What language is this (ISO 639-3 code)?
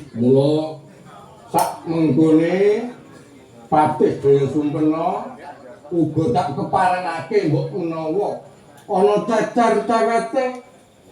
jav